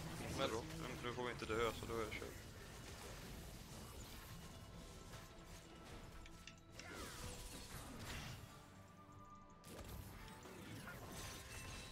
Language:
Swedish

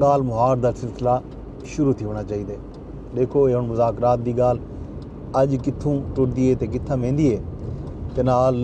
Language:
Saraiki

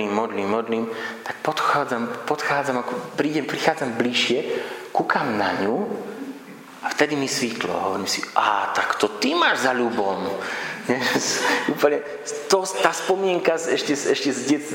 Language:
Slovak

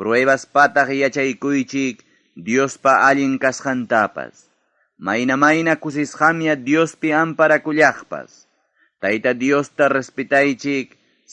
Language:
Ayacucho Quechua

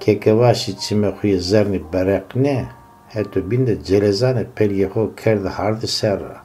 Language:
Zaza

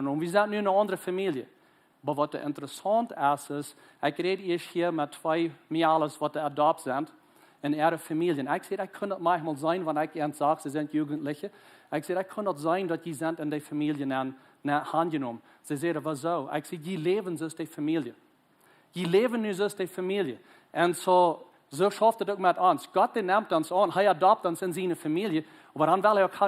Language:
Plautdietsch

